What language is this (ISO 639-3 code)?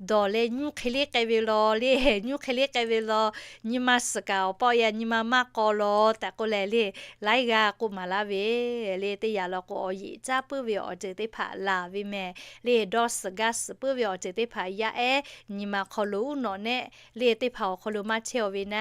lhu